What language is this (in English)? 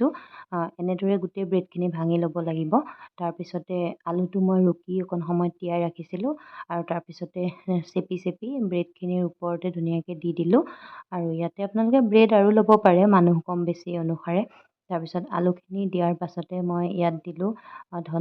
Assamese